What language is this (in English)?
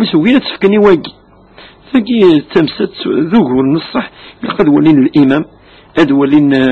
Kabyle